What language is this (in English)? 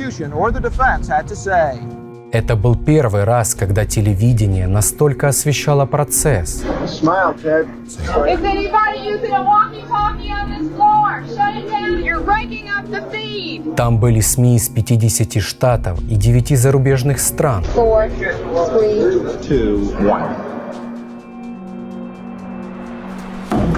Russian